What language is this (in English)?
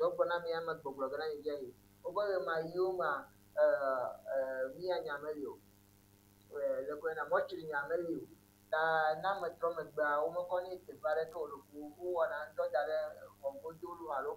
Ewe